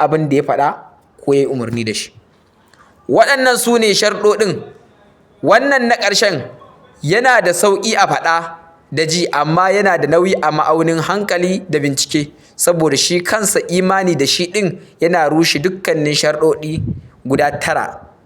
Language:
Hausa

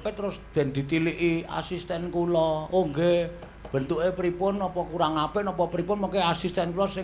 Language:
Javanese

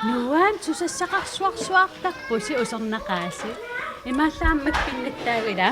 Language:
Kalaallisut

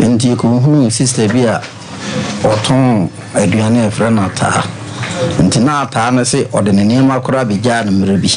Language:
Akan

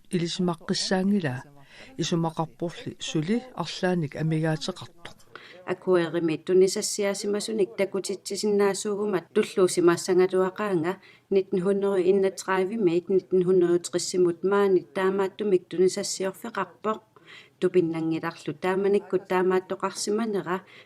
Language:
Kalaallisut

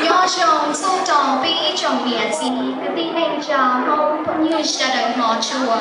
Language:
Hmong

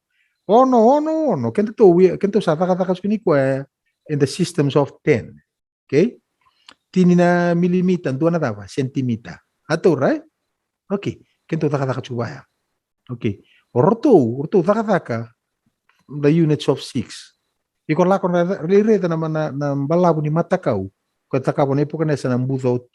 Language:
Fijian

